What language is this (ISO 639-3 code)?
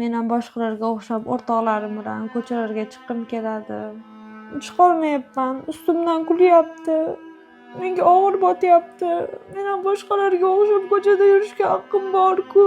uzb